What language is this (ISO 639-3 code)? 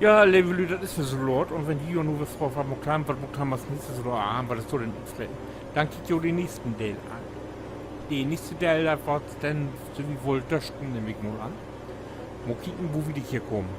nds